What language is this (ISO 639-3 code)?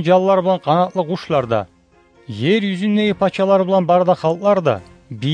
kum